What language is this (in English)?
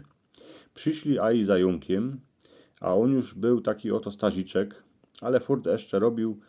Silesian